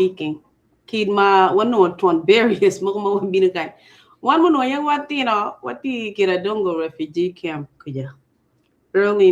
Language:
Acoli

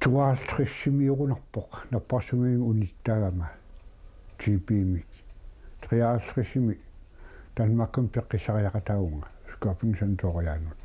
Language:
Kalaallisut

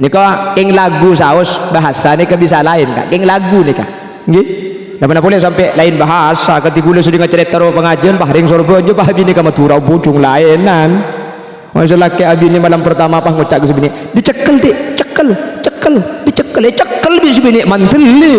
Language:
Madurese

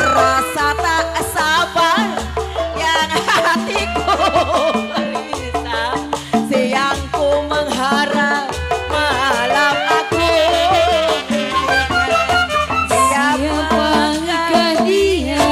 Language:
Betawi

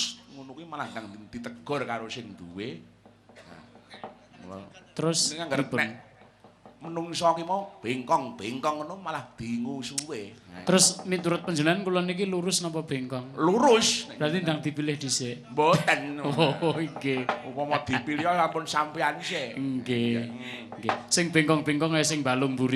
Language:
Javanese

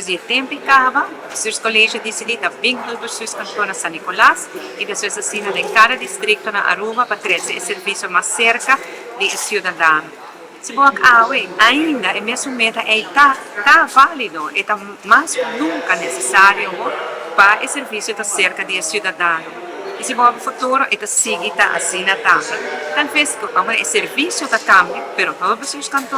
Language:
Papiamento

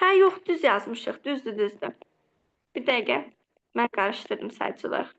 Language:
Azerbaijani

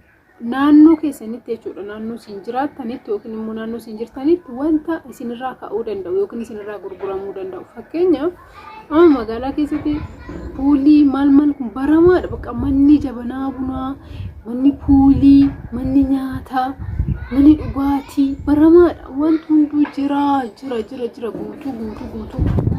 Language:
Oromo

